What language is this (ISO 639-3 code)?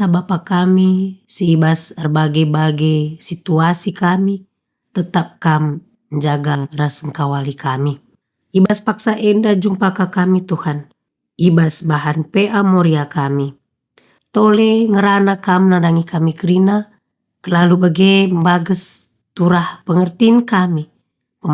btx